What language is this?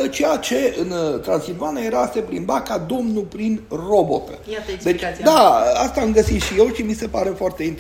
Romanian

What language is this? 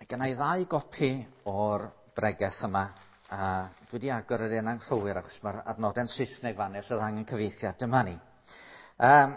Welsh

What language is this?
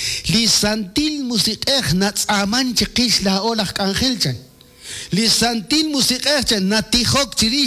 Kekchí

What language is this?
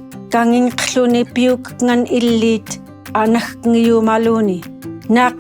Central Yupik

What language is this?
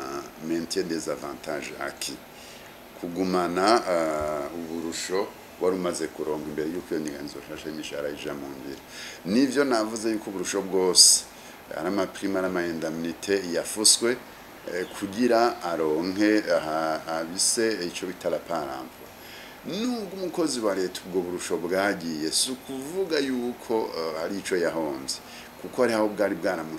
Rundi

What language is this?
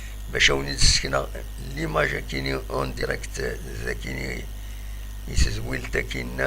Kabyle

